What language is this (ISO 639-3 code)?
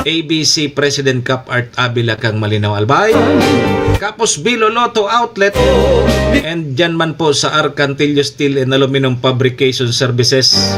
bik